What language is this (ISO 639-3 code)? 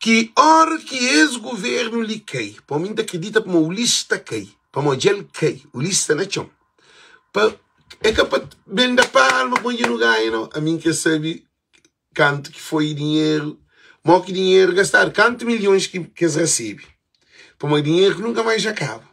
kea